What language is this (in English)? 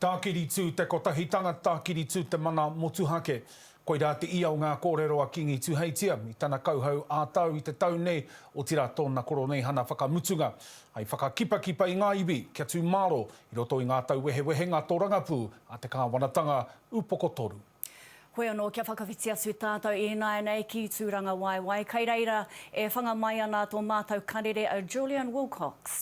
Māori